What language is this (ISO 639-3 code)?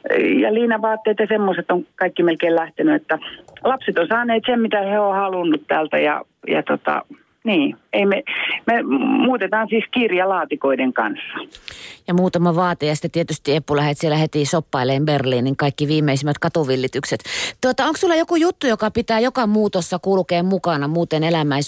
fin